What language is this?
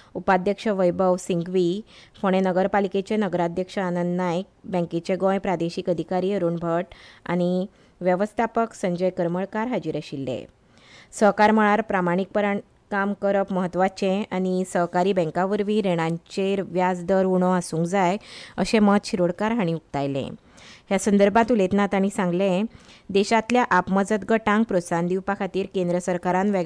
Konkani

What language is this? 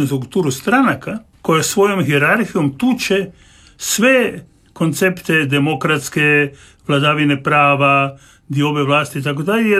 Croatian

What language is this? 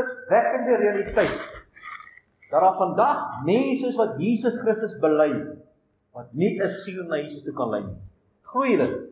Afrikaans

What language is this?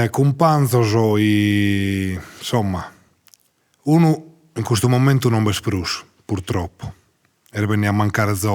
Sardinian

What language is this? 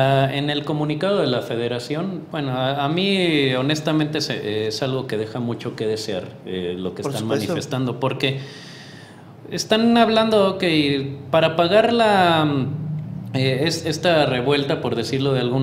Spanish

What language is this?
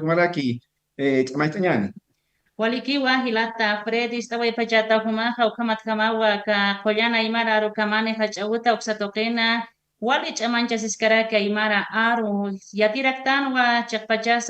Aymara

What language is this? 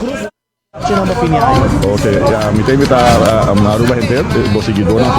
Papiamento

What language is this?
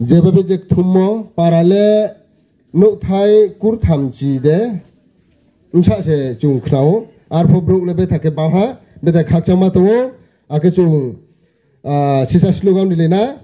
Riang (India)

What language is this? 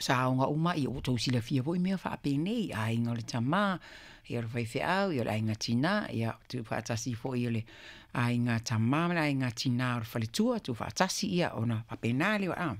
Samoan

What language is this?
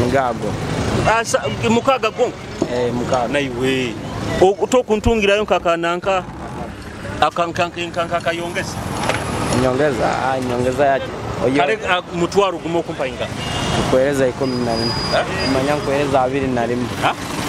Nyoro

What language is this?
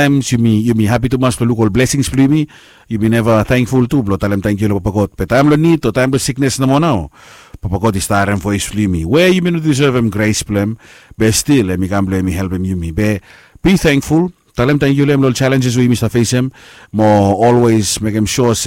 Bislama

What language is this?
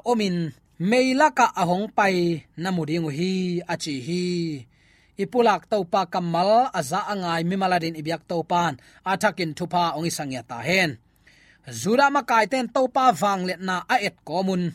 Tedim Chin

